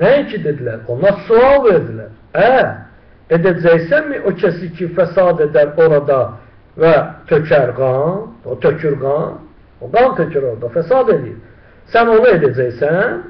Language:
Azerbaijani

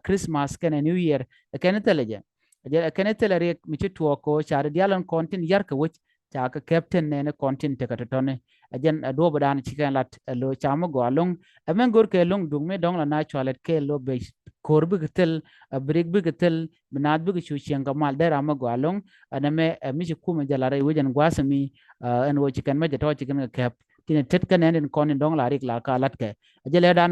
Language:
Nuer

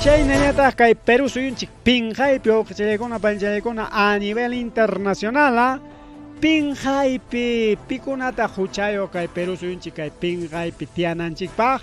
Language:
Ayacucho Quechua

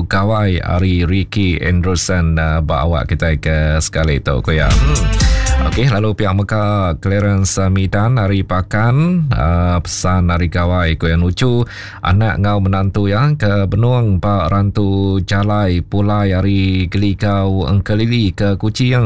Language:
Iban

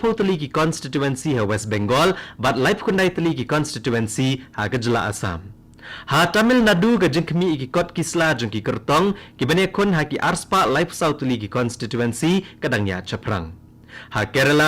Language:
Khasi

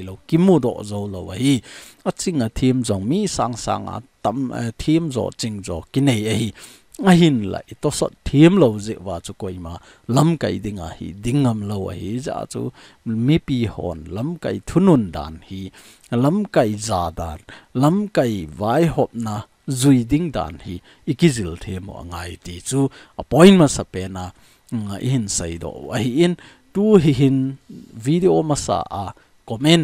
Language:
Thado Chin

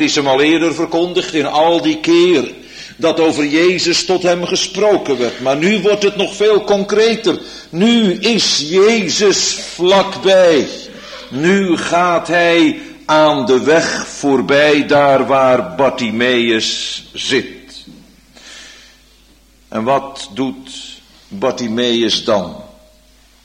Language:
Dutch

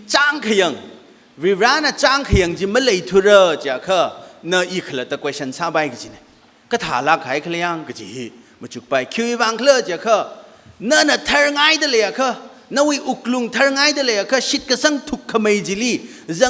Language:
Tangkhul Naga (India)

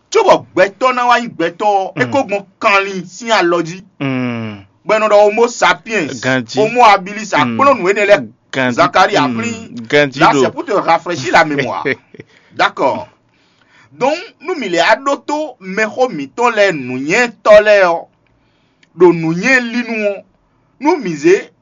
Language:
Fon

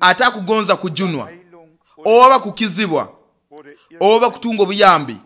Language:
Nyoro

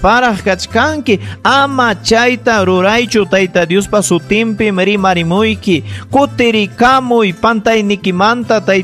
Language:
Ayacucho Quechua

